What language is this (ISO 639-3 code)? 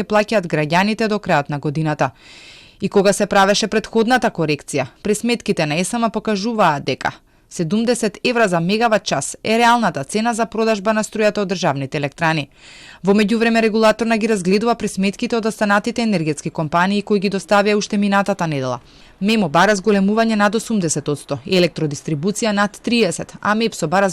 mkd